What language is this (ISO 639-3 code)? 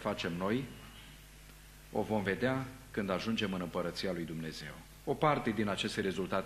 ron